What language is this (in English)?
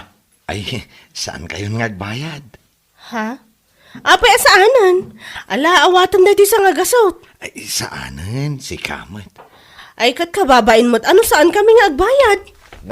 Iloko